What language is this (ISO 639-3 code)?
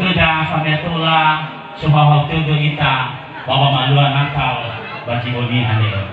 nia